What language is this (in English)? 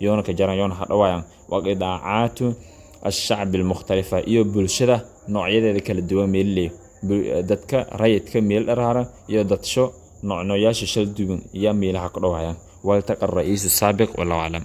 Somali